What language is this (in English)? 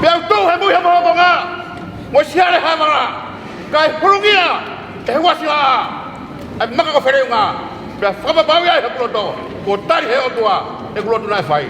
Tongan